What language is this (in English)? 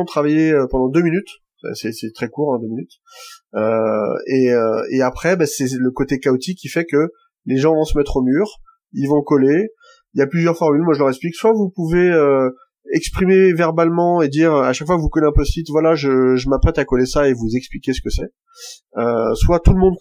French